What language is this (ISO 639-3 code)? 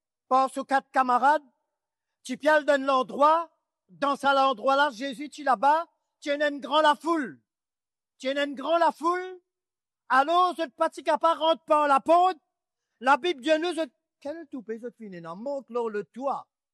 mfe